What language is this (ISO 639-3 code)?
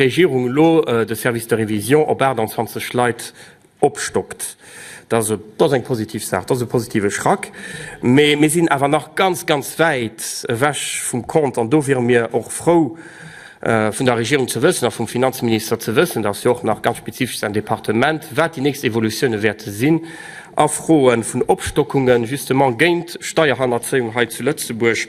ltz